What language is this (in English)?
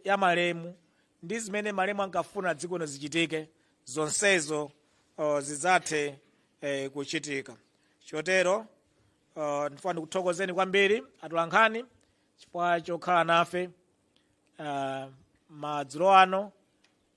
Nyanja